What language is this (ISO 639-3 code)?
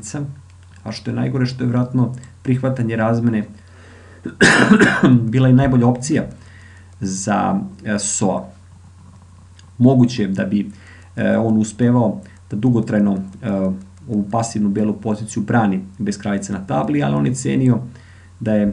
srp